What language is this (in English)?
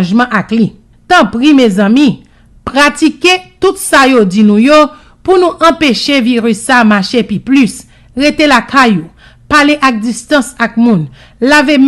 Haitian Creole